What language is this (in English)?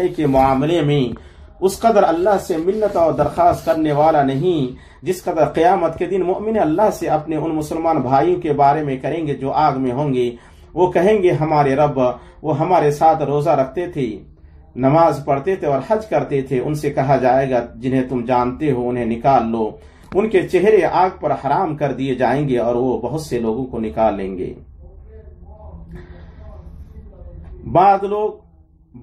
Urdu